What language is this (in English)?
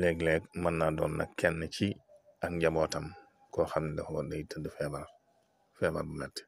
Wolof